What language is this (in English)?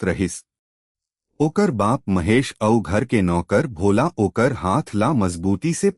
Chhattisgarhi